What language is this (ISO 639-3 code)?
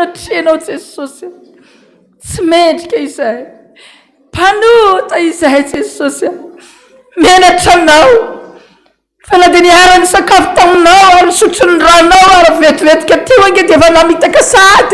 mlg